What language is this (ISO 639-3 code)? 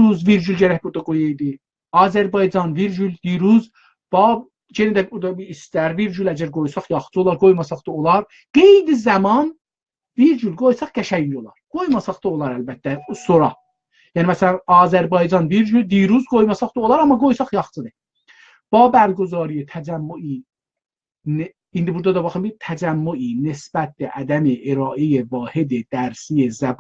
azb